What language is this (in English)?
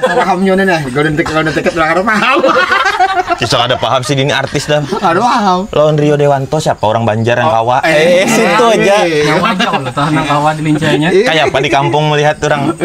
Banjar